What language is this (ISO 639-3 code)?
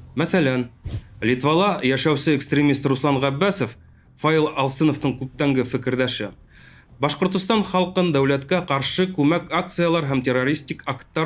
bak